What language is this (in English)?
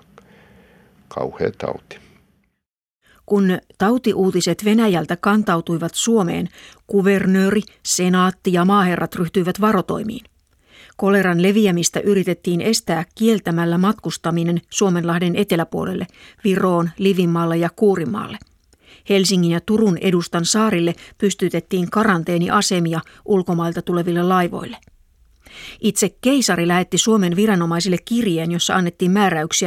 Finnish